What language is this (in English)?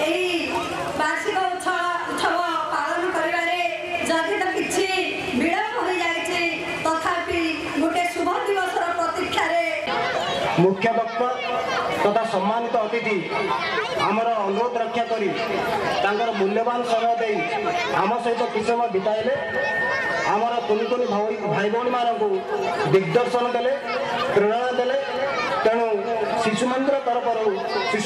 Odia